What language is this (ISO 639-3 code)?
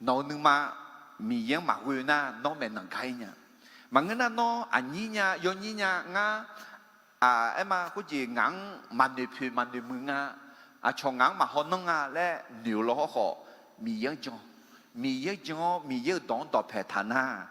ahk